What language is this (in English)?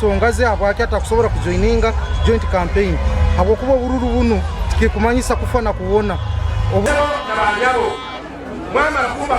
Nyankole